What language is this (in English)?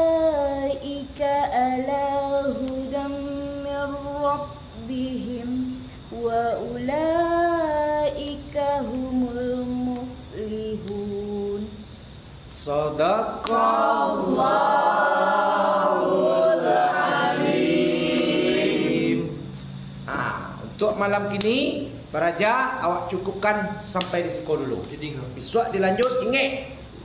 Minangkabau